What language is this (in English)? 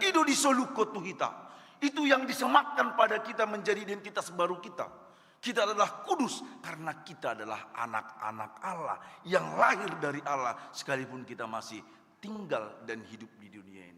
Batak Toba